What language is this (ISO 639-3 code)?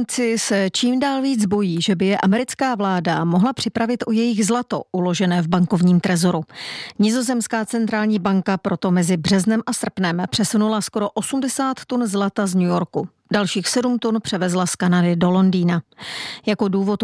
ces